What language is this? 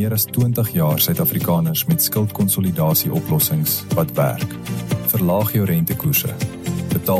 Afrikaans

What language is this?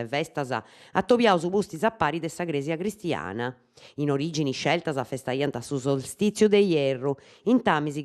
Sardinian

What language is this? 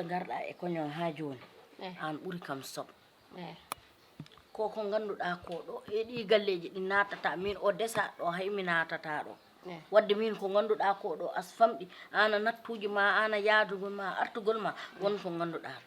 Fula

